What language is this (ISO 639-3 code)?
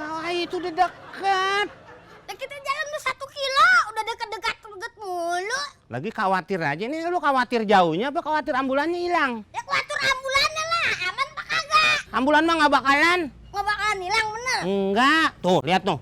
bew